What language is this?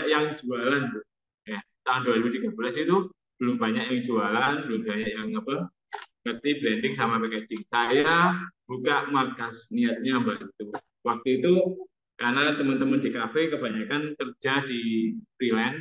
Indonesian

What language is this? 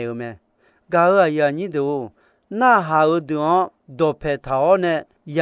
Akha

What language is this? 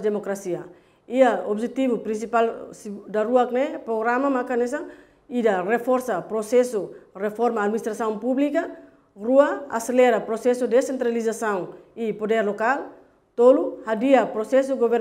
Tetum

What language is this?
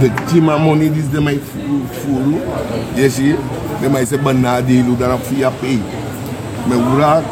Sranan Tongo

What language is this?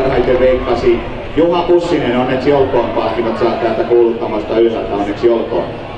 Finnish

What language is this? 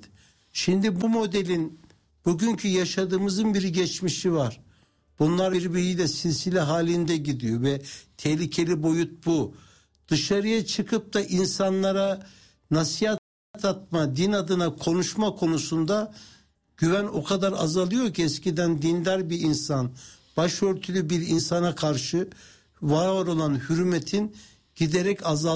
Turkish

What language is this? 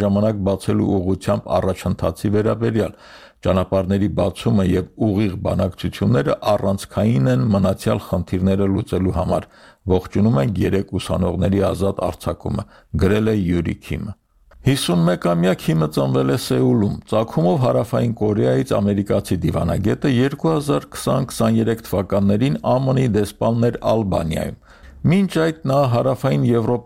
Armenian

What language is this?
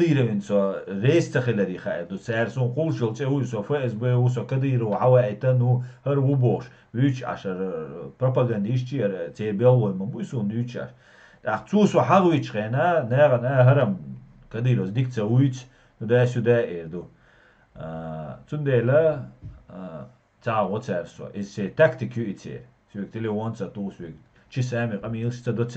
Chechen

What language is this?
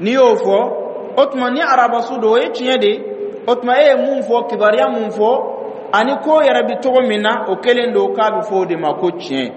Dyula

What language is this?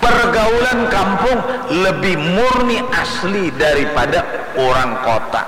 Banjar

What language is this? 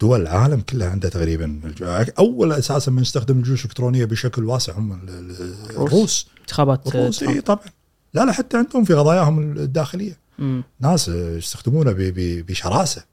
Gulf Arabic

